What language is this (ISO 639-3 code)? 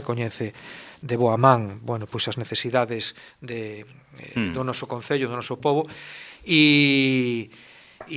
glg